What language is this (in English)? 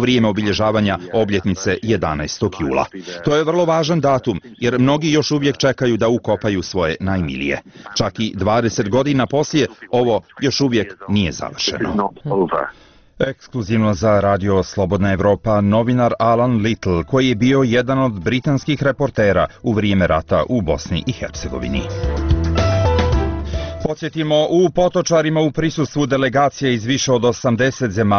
Bosnian